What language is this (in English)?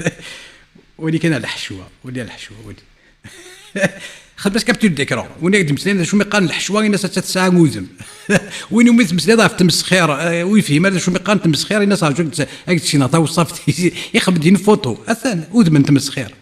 Kabyle